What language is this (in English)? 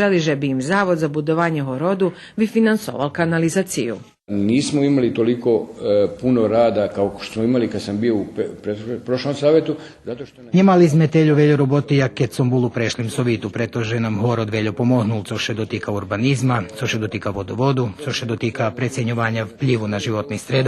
Rusyn